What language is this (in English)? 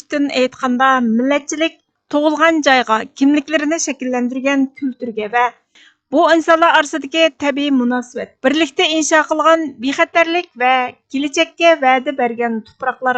Uyghur